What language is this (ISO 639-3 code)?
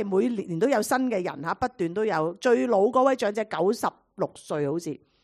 yue